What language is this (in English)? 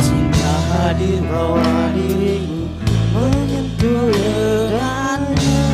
Banjar